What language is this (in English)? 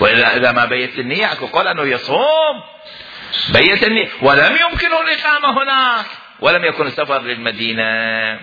Mesopotamian Arabic